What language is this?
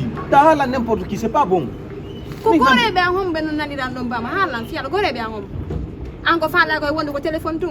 Fula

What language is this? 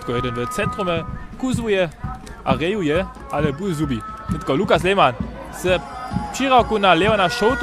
Upper Sorbian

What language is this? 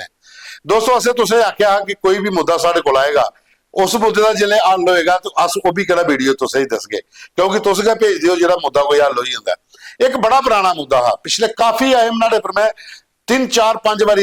Dogri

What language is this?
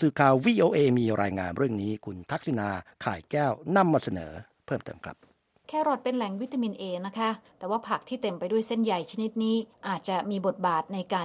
Thai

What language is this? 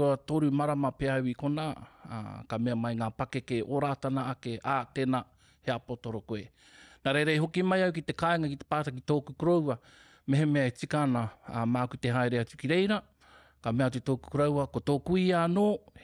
Māori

